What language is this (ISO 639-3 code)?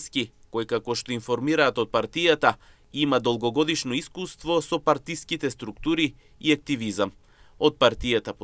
mkd